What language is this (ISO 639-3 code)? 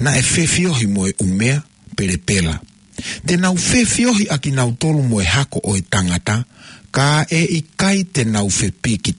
ton